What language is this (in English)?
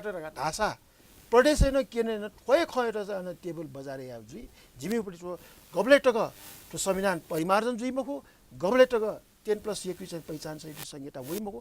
Newari